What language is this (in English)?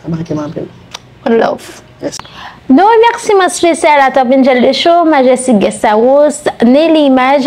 Haitian Creole